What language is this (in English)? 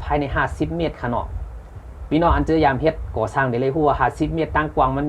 Shan